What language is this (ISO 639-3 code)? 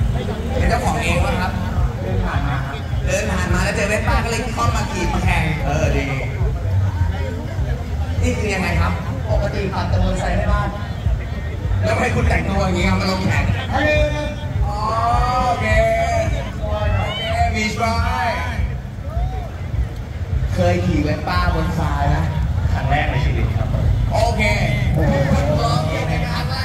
tha